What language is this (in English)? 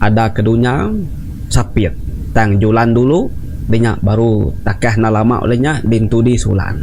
Iban